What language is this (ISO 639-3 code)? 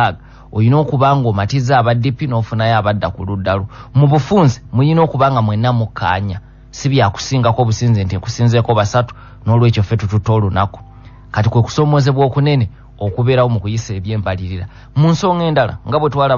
lug